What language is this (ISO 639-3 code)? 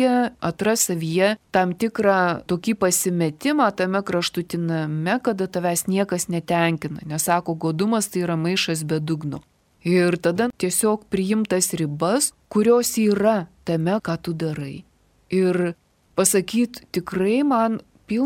lit